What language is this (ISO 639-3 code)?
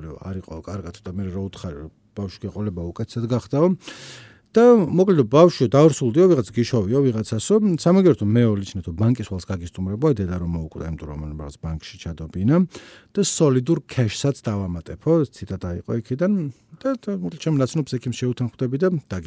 kat